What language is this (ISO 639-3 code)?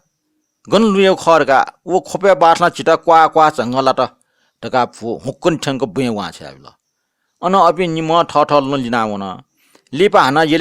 new